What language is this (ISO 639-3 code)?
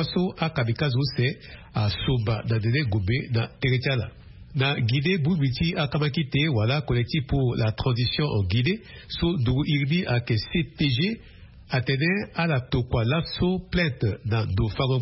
sag